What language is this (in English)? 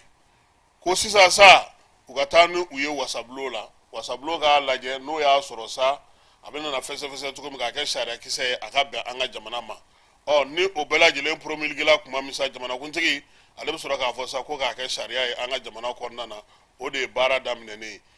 Bambara